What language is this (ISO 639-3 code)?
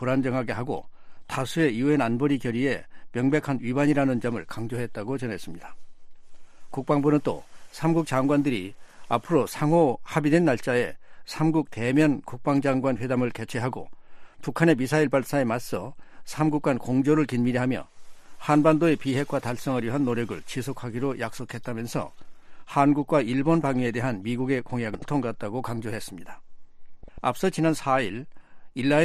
kor